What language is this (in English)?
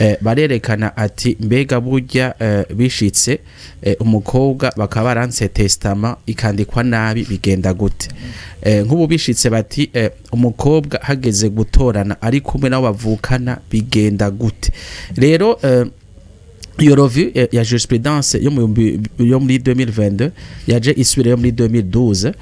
Rundi